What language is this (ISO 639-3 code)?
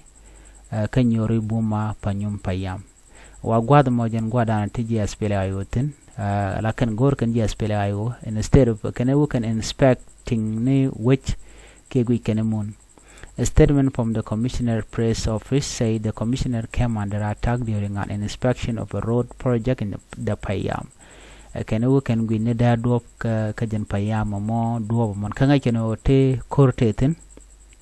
nus